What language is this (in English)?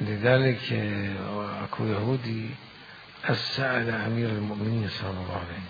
Mesopotamian Arabic